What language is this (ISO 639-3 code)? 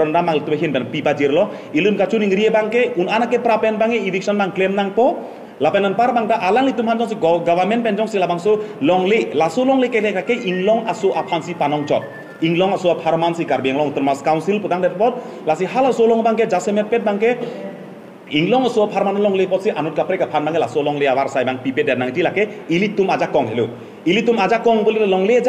mjw